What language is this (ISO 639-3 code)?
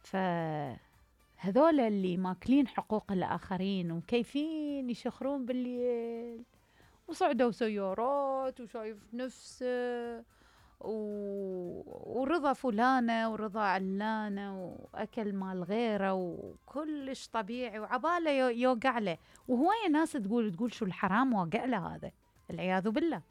acm